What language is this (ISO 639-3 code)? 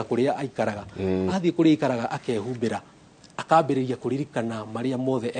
kik